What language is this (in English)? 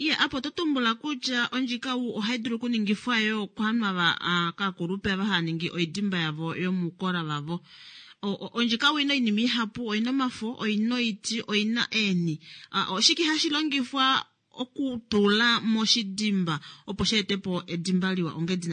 Kuanyama